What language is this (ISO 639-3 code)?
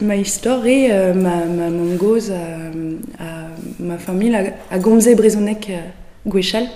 bre